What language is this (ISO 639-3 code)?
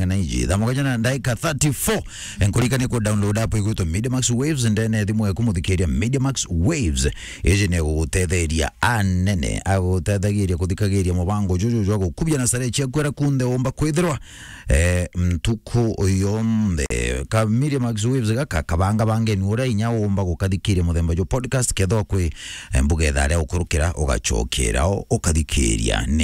mer